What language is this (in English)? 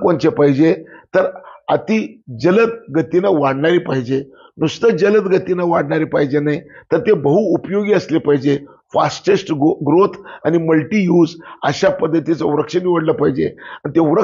Marathi